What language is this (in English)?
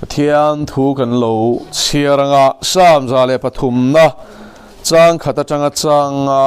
Mizo